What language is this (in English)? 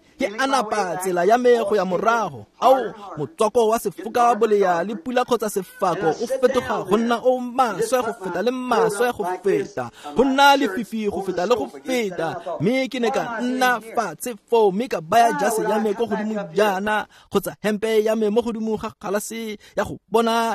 Tswana